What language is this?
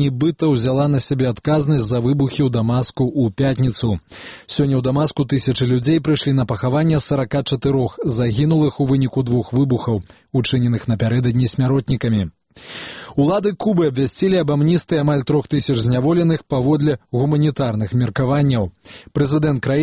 Belarusian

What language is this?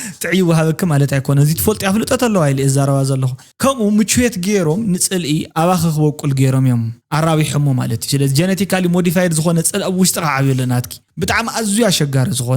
Tigrinya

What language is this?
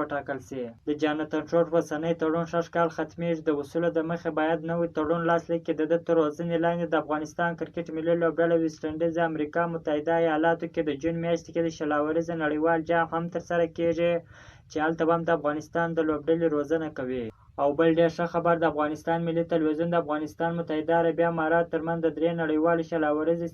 Pashto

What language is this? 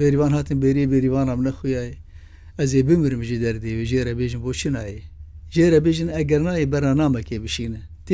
Kurdish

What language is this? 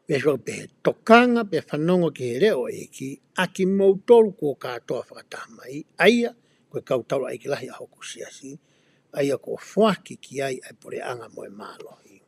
Tongan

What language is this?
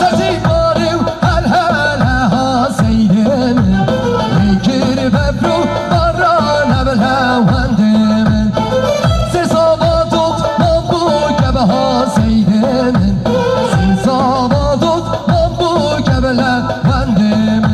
Kurdish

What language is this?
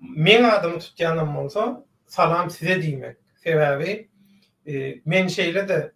Turkmen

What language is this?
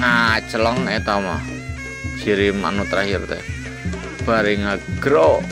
Sundanese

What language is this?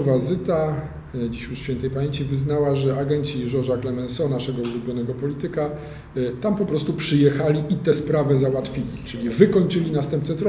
Polish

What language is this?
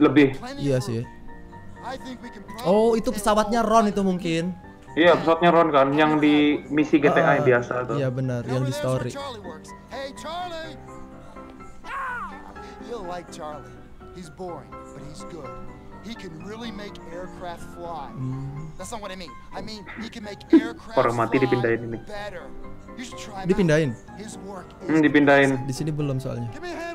Indonesian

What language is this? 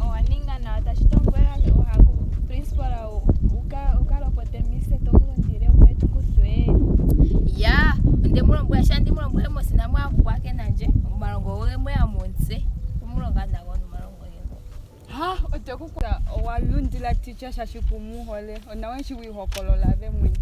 Ndonga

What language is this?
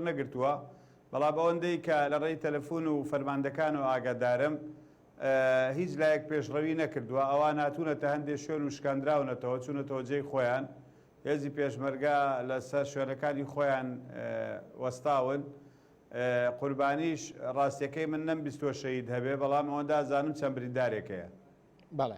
Central Kurdish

